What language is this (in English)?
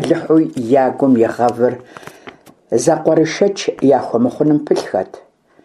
Kabardian